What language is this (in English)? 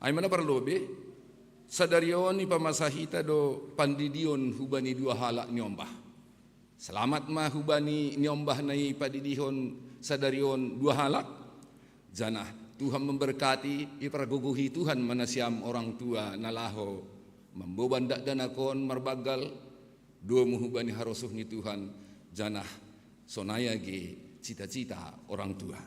Batak Simalungun